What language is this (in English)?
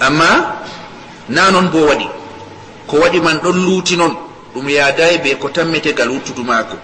Fula